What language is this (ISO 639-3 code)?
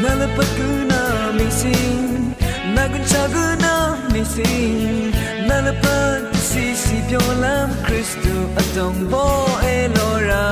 raw